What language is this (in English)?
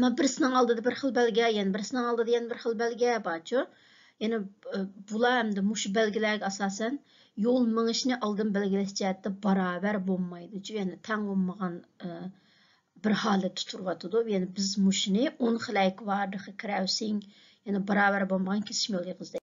Uyghur